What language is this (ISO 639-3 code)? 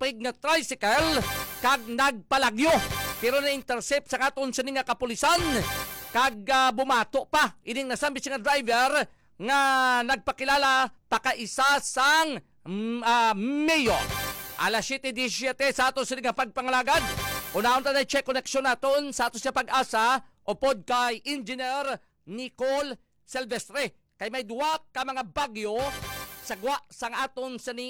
hil